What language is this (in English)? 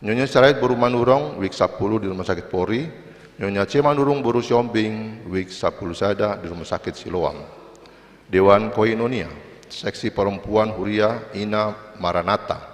Batak Toba